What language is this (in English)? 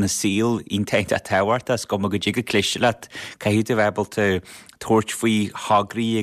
Irish